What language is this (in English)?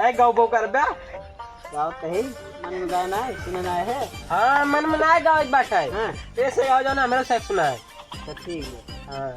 Awadhi